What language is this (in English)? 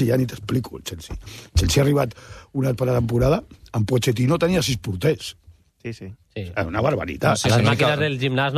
Catalan